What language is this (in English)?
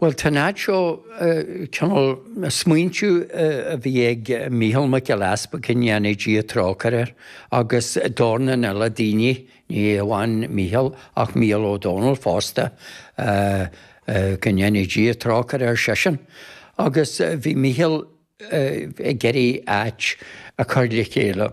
Irish